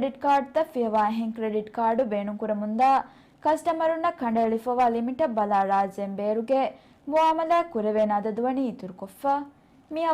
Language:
Divehi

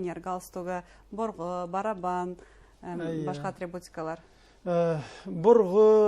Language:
Bashkir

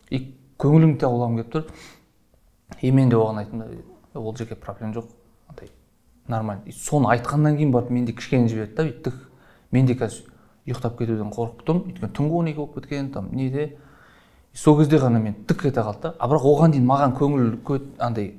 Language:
Kazakh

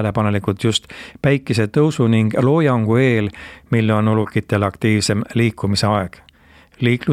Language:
Estonian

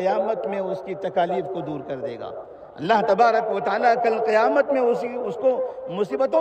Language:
Urdu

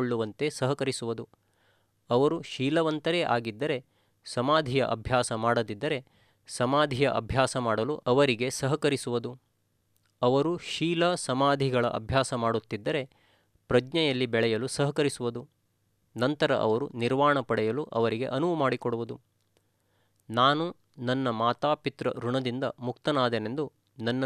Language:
Kannada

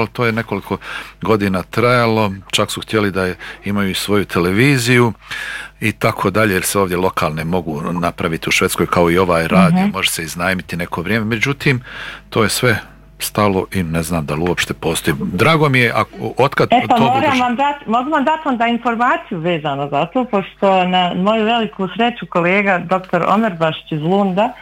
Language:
Bosnian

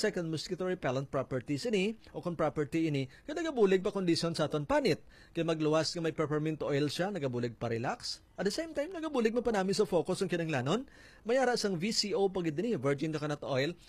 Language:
Hiligaynon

